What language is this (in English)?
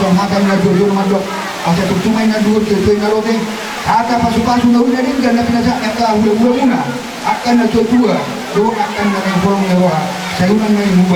Batak Toba